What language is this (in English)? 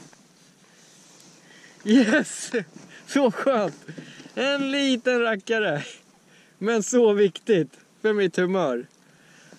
Swedish